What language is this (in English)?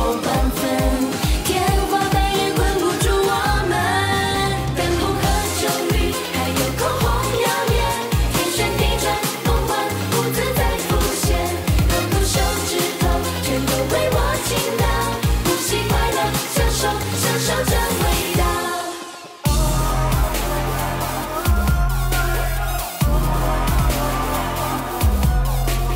Chinese